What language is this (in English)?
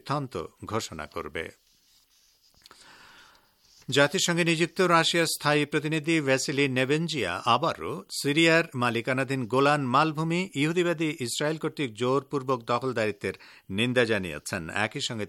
Bangla